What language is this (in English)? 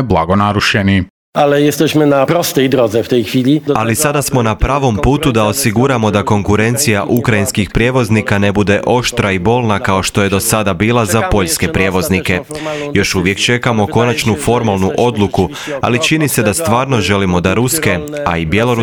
Croatian